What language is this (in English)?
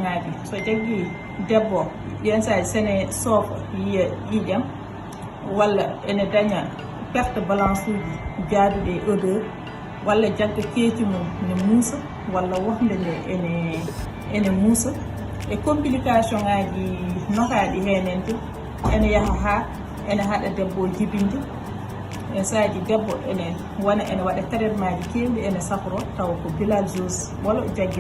Fula